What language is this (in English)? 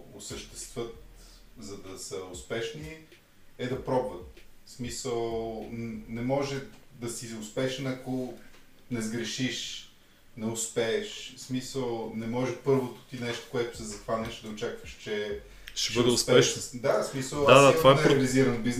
Bulgarian